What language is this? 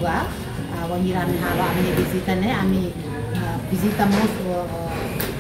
Tetum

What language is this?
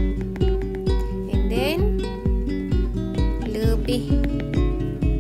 Malay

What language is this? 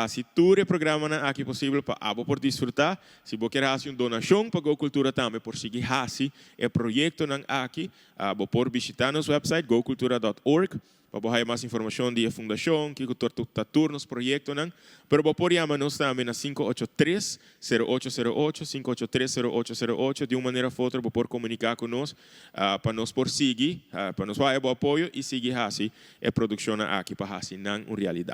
Papiamento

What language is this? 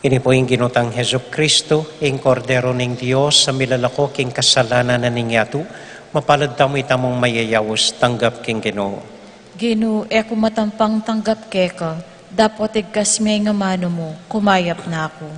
Pampanga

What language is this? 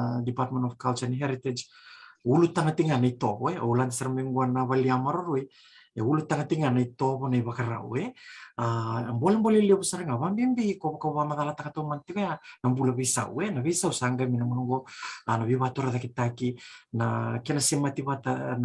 Fijian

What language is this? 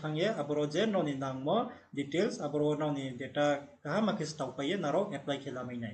Riang (India)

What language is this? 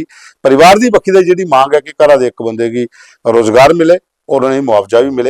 Dogri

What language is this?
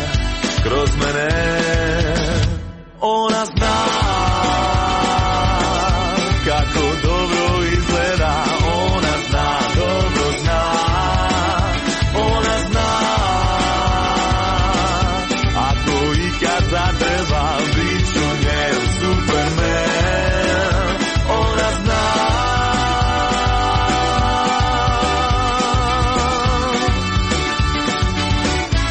Croatian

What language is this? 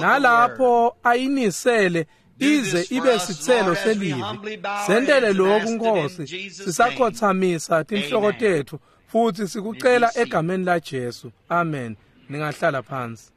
Swati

